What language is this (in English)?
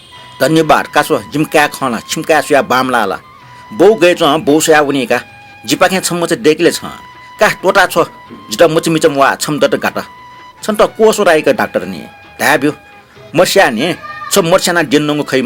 Newari